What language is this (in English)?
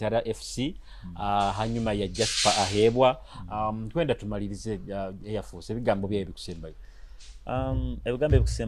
Nyoro